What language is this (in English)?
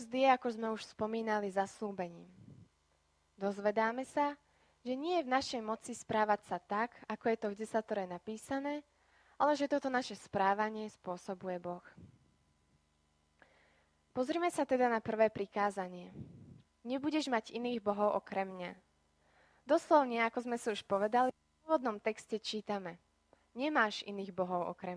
Slovak